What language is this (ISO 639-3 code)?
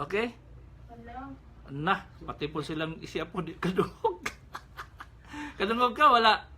ceb